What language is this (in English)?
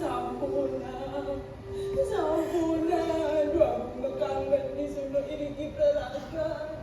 Balinese